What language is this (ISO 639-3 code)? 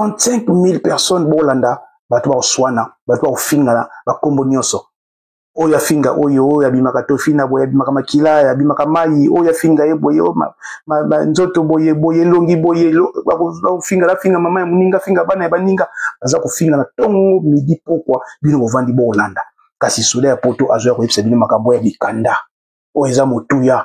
lin